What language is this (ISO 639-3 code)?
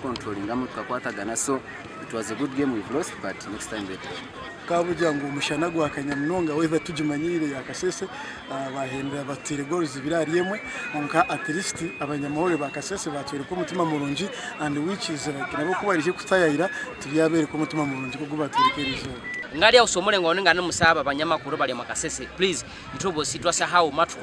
nyn